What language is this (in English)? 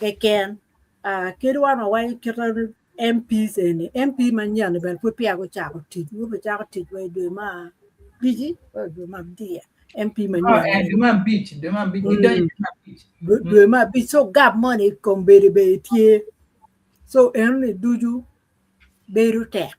Acoli